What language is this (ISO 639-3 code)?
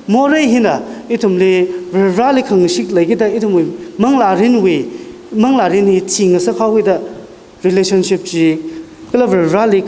nmf